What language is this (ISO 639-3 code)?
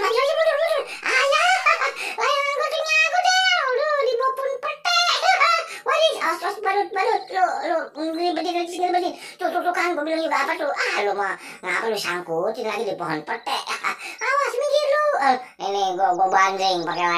bew